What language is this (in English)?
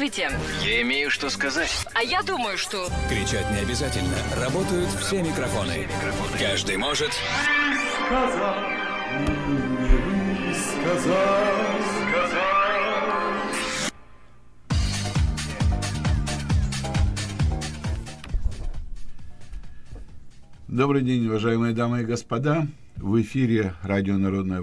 Russian